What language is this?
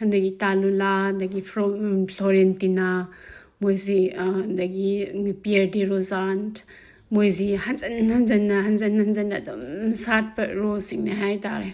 Manipuri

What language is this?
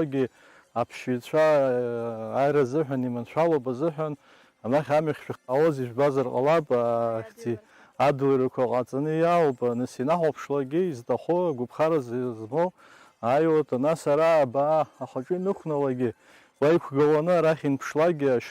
Abkhazian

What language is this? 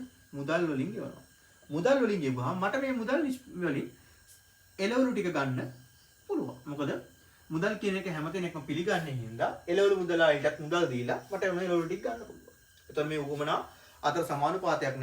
Sinhala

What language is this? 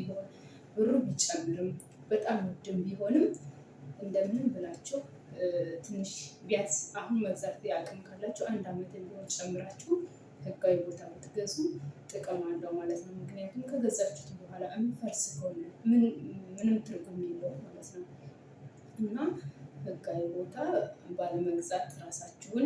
Amharic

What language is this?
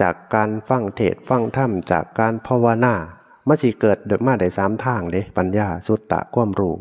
Northeastern Thai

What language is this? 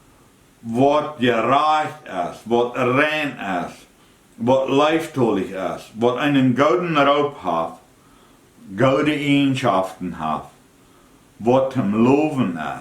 Plautdietsch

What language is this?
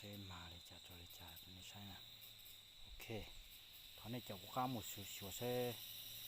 Hmong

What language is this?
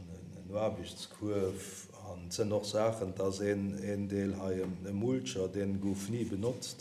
Luxembourgish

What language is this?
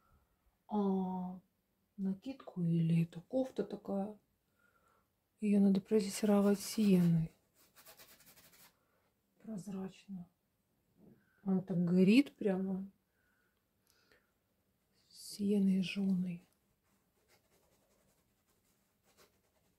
Russian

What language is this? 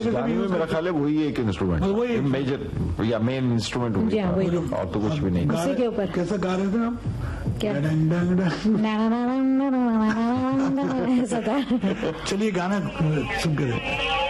Hindi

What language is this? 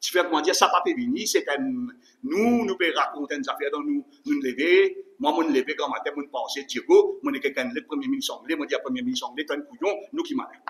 Morisyen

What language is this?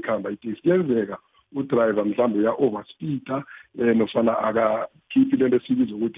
South Ndebele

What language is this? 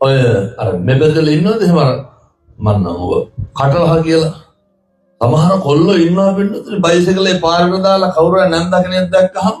Sinhala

